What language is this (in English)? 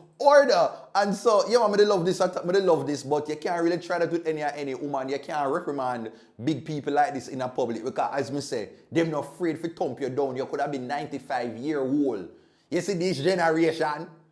Jamaican Creole English